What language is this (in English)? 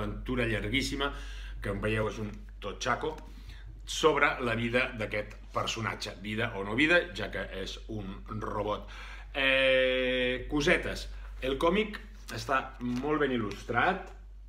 Catalan